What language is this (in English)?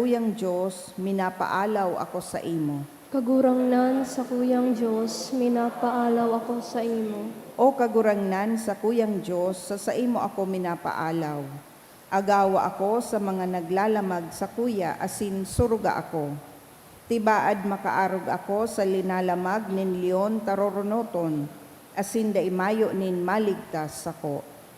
Bikol